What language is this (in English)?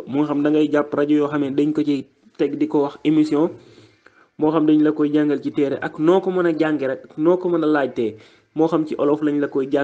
Wolof